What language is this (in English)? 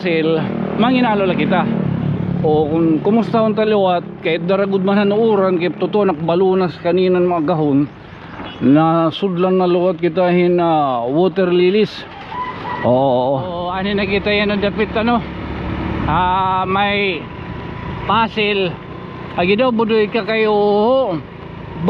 Waray